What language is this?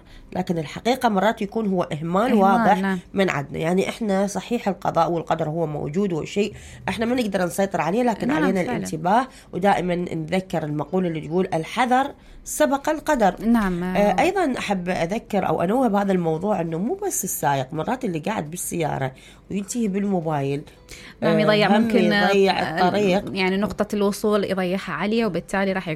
Mesopotamian Arabic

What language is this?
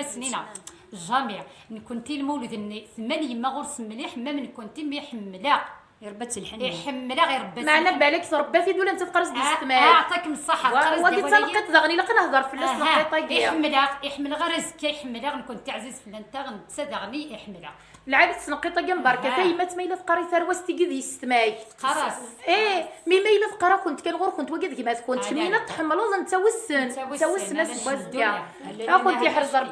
Kabyle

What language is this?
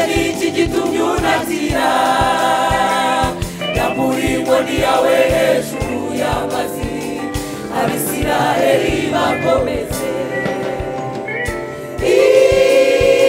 Kinyarwanda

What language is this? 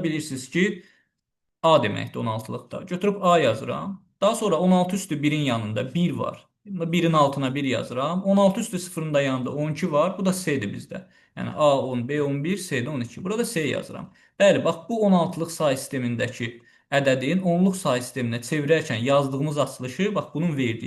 Azerbaijani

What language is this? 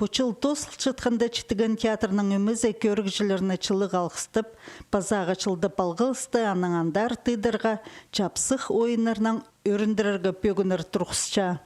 Khakas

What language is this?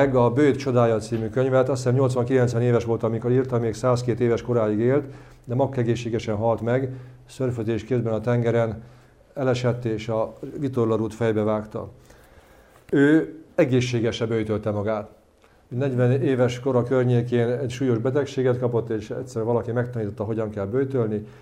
Hungarian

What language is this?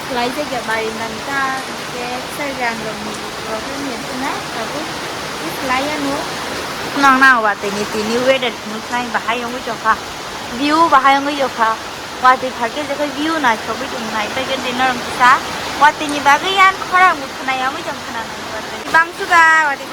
Kok Borok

